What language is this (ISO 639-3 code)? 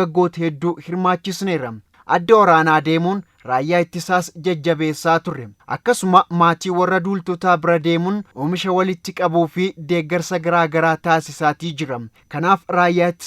orm